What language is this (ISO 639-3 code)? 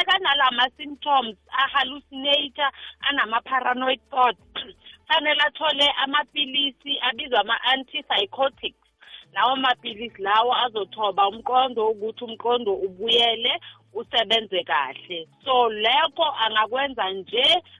nbl